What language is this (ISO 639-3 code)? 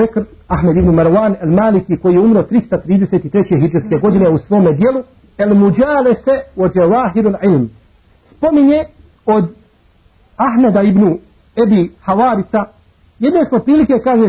bos